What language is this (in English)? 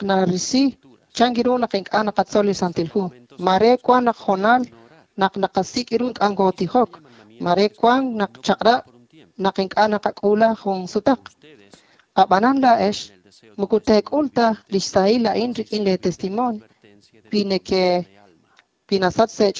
Kekchí